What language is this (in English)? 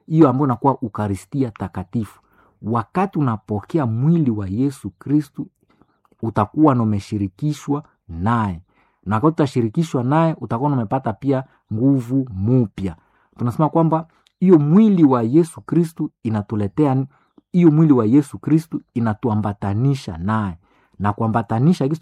Swahili